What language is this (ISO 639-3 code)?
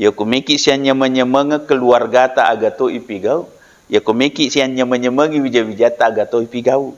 bug